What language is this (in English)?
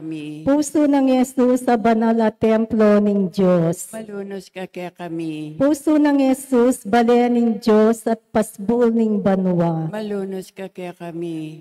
Pampanga